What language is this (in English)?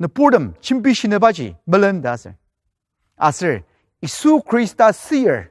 Ao Naga